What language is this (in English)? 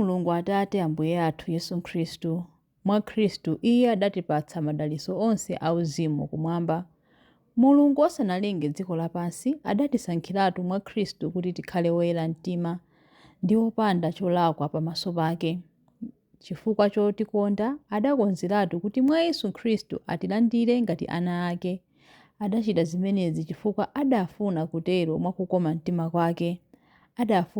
Nyanja